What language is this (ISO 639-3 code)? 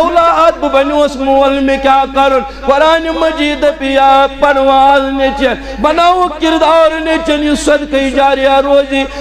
kas